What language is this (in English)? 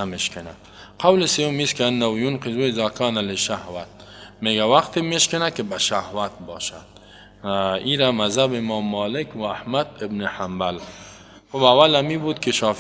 Persian